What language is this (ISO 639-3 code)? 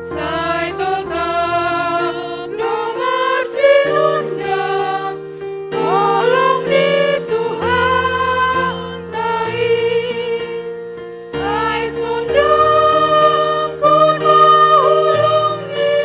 bts